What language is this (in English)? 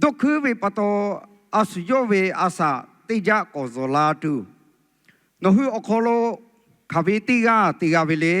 Lahu